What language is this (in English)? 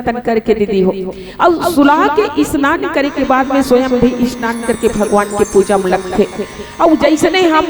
Chhattisgarhi